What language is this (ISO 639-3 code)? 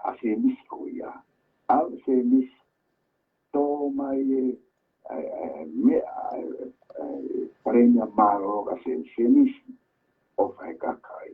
ton